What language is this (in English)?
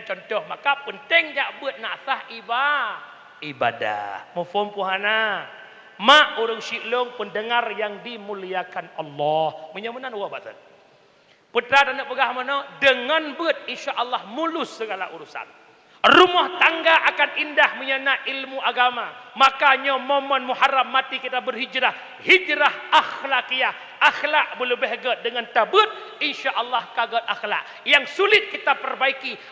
Achinese